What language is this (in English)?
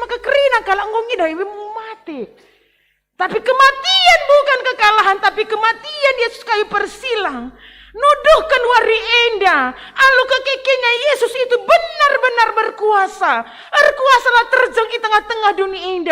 Batak Karo